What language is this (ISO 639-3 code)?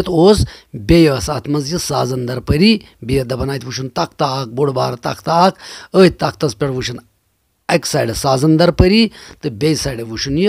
kas